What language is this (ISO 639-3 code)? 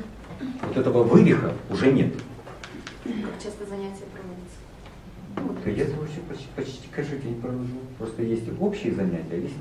rus